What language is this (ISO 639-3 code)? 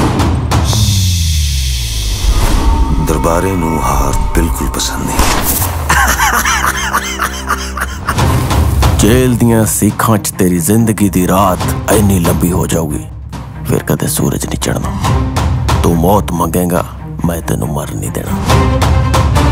pan